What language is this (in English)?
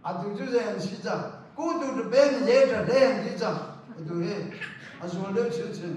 Hakha Chin